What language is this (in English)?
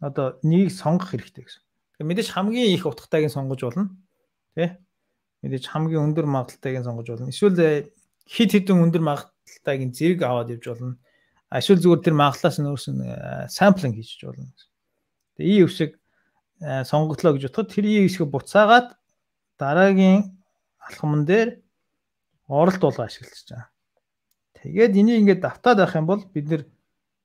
Mongolian